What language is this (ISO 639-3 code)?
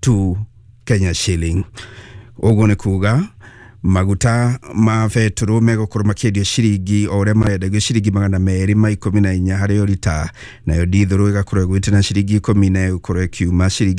kik